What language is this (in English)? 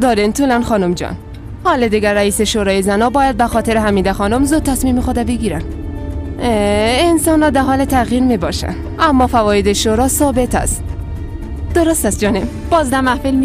Persian